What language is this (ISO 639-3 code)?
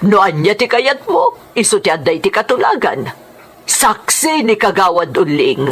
ilo